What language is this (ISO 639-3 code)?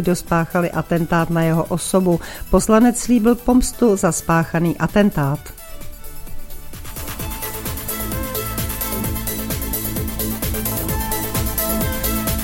ces